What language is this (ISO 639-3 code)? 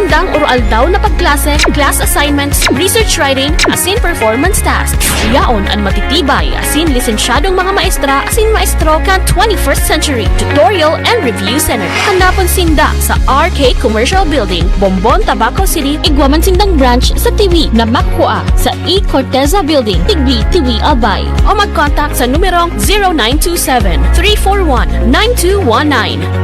bik